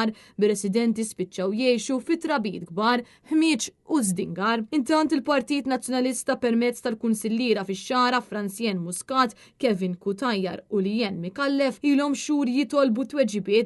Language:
Maltese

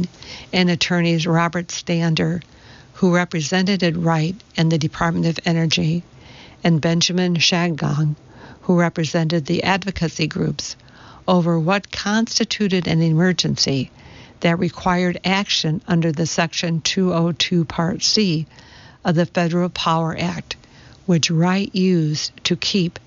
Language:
English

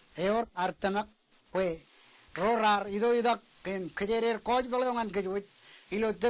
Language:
Marshallese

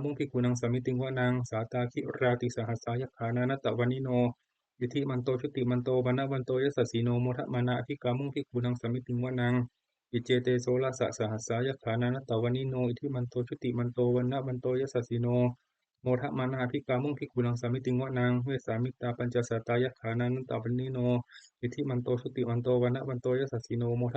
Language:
Pali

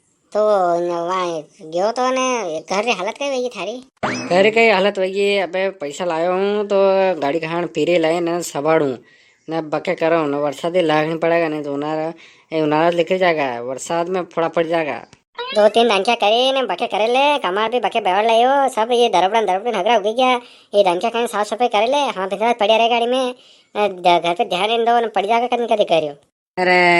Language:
Rajasthani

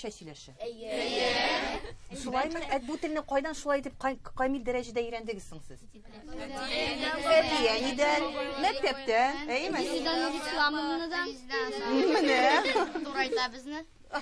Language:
Tatar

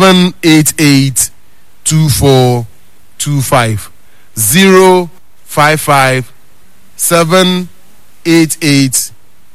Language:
Akan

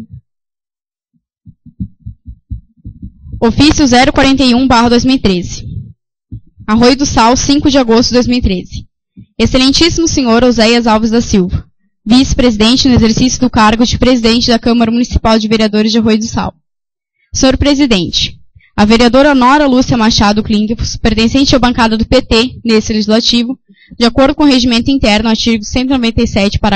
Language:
Portuguese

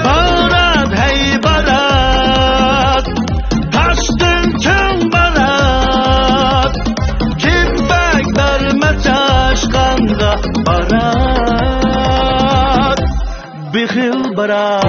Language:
Uyghur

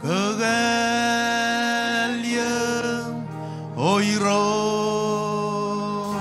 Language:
Marshallese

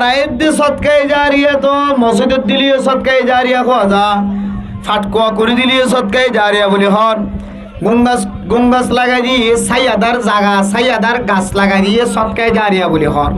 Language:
Rohingya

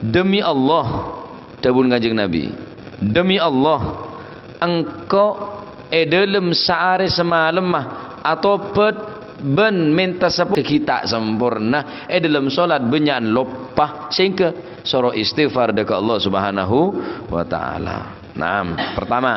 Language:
Madurese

